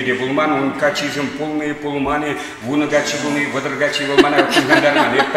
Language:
Chuvash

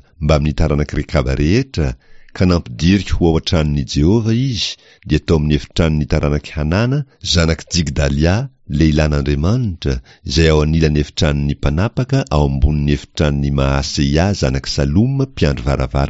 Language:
Malagasy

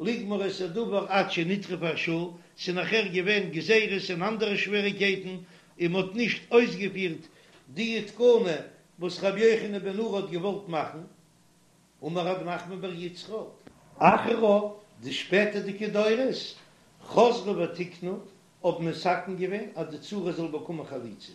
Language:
Yiddish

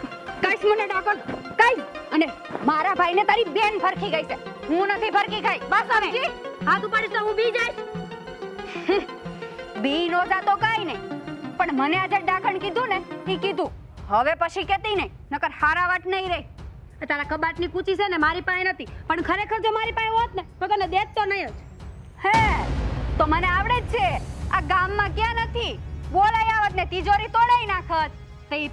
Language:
Gujarati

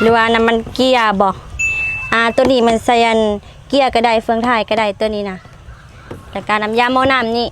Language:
Lao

